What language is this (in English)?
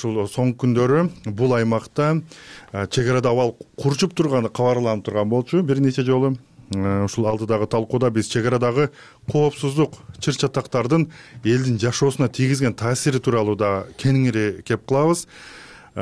Kyrgyz